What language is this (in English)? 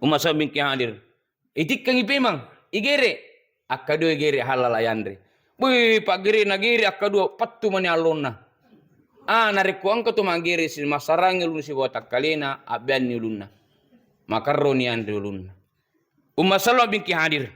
Buginese